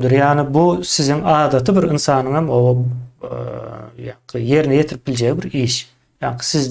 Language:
Turkmen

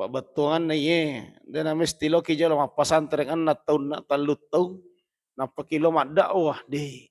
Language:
Buginese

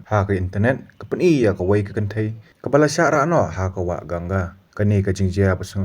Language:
Khasi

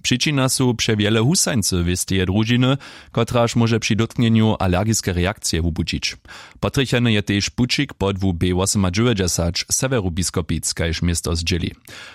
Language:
Upper Sorbian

